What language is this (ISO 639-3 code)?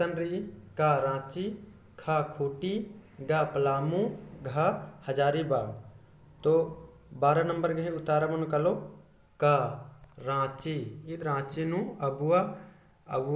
kru